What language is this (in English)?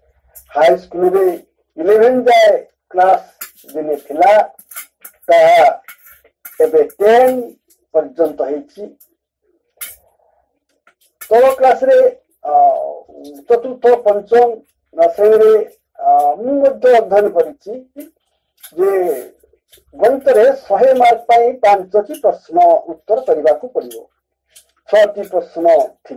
Odia